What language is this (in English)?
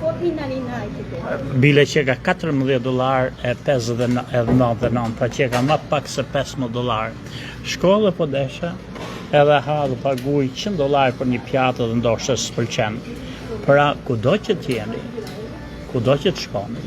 Albanian